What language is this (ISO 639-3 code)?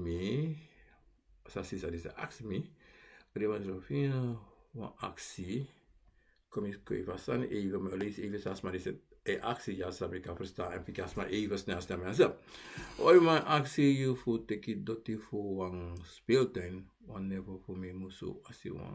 srn